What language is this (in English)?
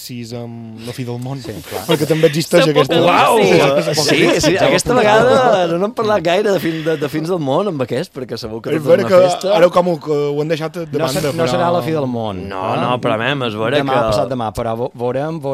Catalan